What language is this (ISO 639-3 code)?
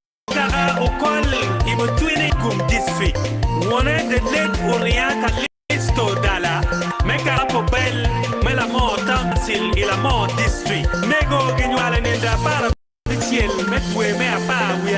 ach